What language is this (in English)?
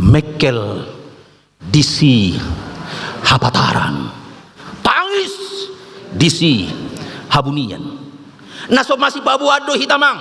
Batak Toba